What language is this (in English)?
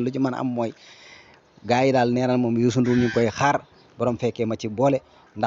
Wolof